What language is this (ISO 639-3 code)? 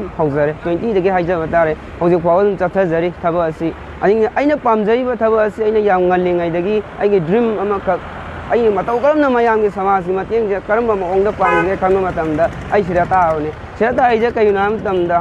mni